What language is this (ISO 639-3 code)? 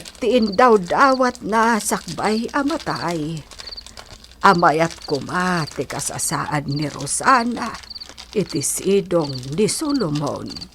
ilo